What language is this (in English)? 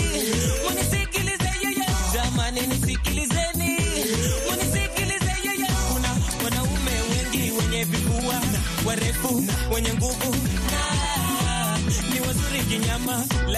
Swahili